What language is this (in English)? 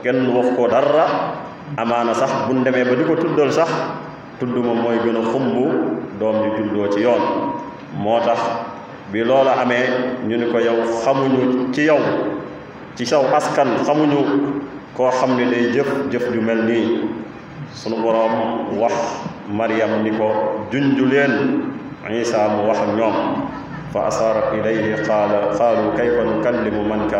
Wolof